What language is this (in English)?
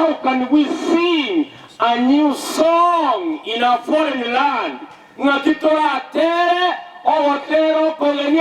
Gusii